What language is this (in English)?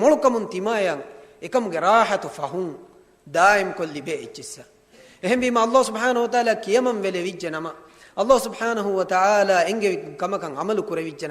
Divehi